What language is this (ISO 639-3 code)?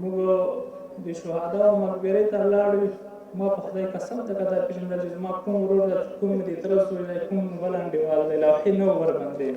pus